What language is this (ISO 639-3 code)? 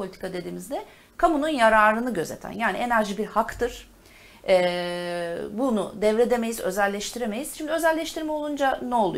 tur